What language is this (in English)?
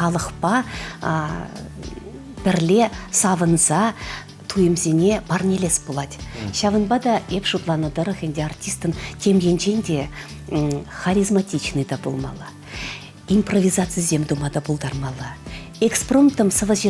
Chuvash